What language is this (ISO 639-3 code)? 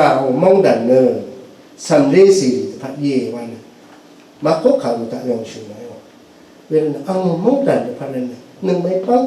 raw